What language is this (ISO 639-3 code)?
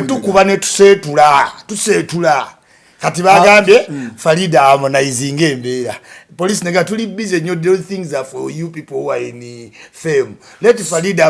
lug